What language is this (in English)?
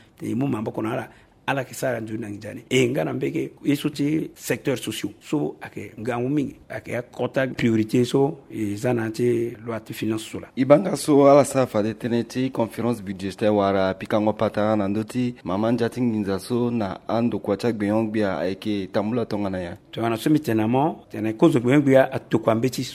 Sango